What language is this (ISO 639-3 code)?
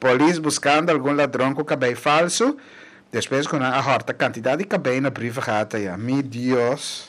pap